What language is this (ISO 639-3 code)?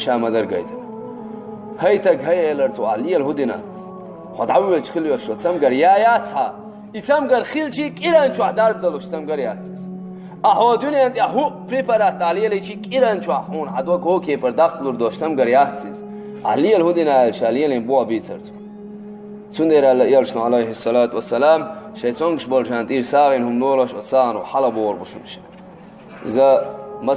che